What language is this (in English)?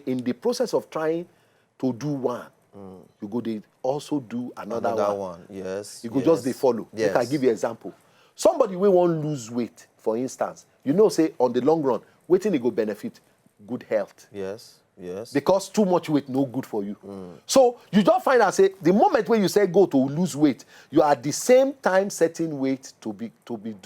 Nigerian Pidgin